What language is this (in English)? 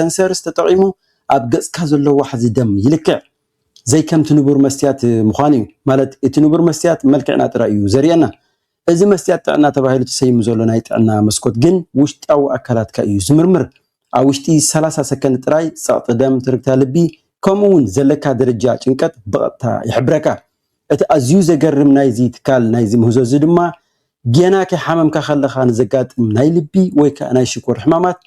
Tigrinya